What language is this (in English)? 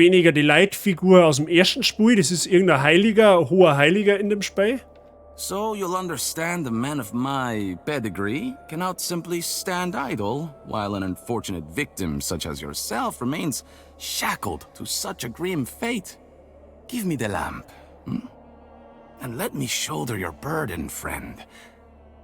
Bavarian